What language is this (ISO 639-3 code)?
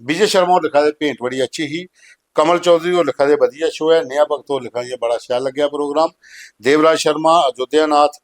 doi